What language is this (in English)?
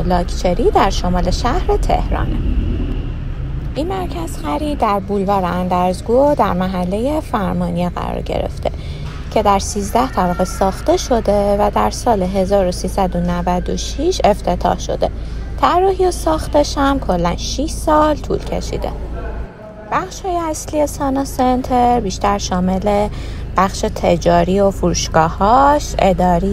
Persian